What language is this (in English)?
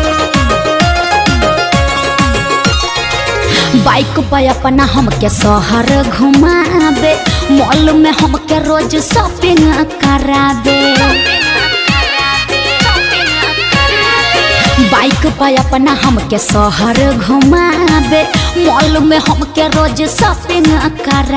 Bhojpuri